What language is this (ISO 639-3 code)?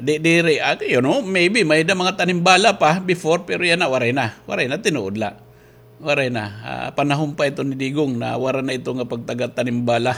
war